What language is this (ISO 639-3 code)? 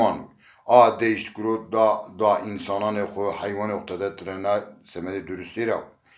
zza